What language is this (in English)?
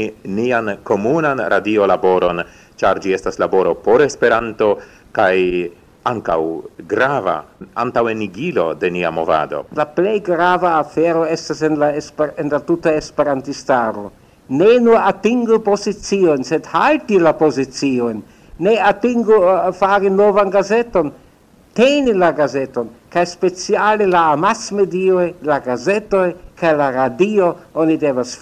Esperanto